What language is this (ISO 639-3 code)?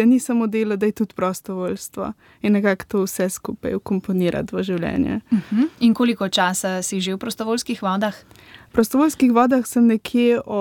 slv